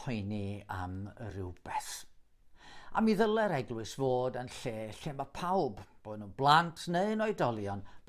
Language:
Welsh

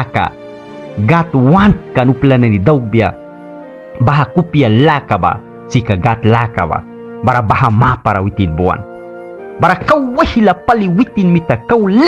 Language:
Mískito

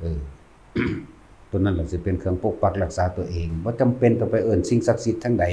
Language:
Lao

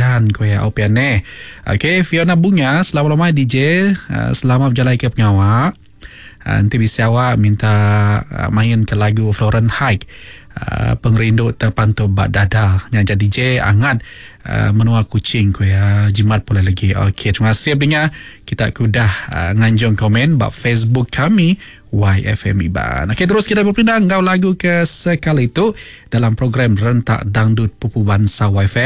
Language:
Iban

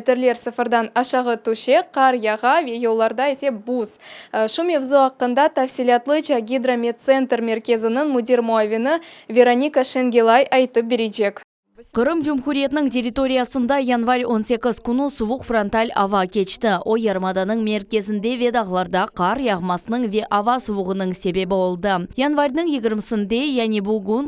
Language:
Crimean Tatar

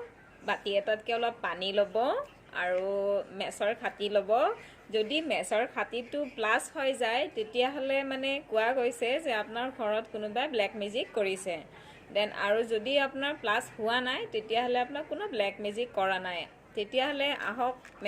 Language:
Assamese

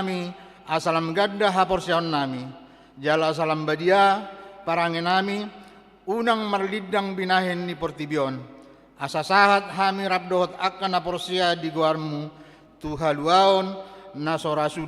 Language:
Batak Toba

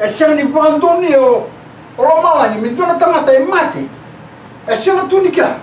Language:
Fijian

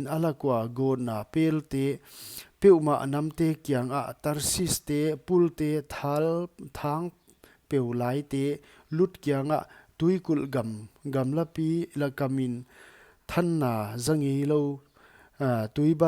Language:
Paite Chin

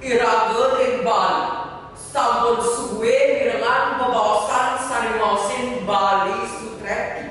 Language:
Balinese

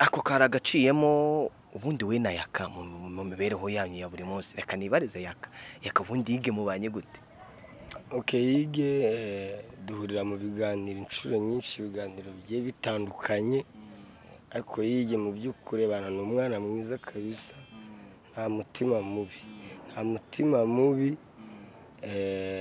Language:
Kinyarwanda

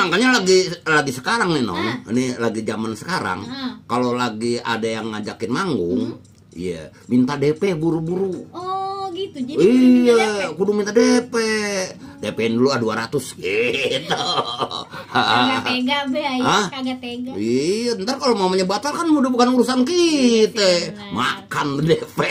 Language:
Betawi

